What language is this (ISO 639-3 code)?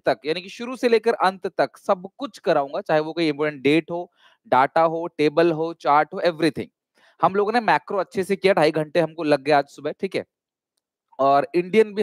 hin